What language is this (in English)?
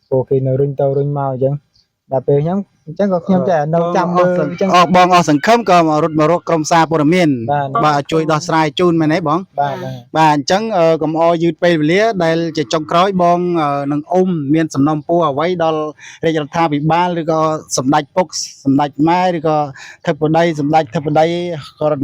Khmer